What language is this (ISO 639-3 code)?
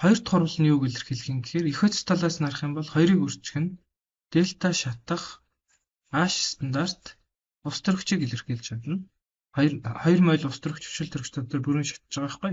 mon